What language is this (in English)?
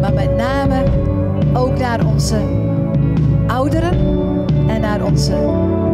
Dutch